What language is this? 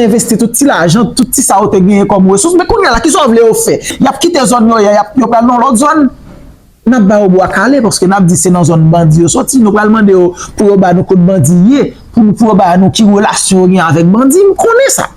Haitian Creole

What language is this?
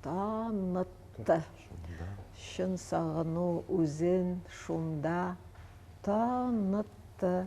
Tatar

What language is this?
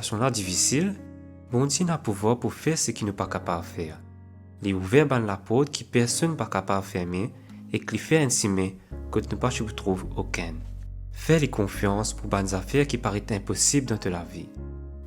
Morisyen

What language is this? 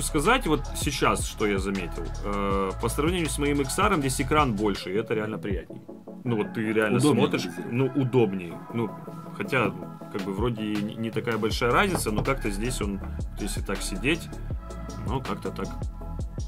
Russian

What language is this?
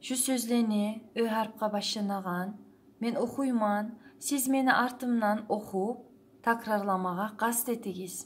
Kumyk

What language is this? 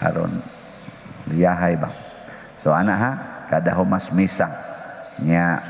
Cebuano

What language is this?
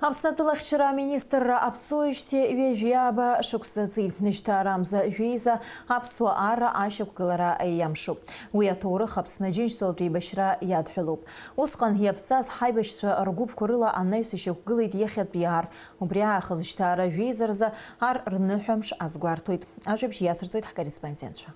Abkhazian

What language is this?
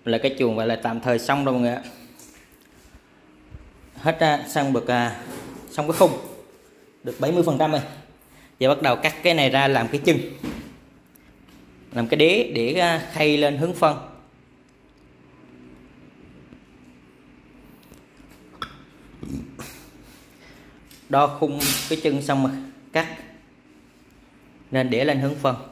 Vietnamese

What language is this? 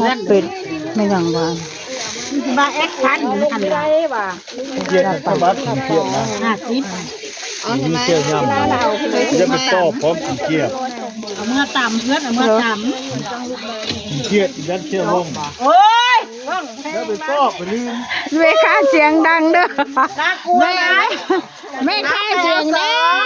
Northeastern Thai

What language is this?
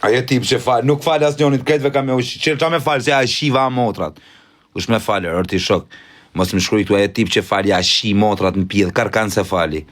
Albanian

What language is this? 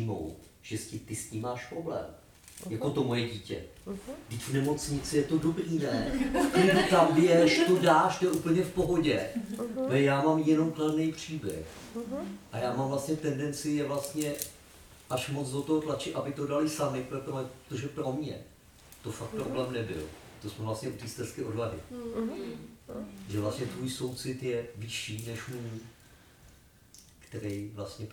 Czech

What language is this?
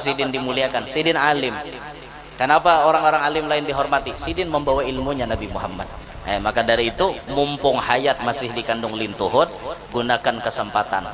Banjar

